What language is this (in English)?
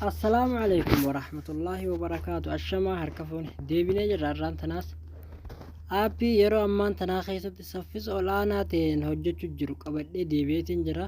Oromo